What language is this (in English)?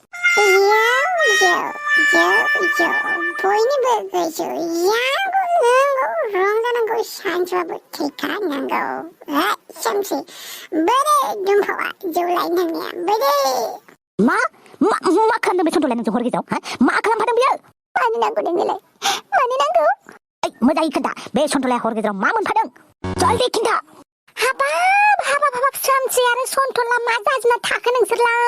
Bodo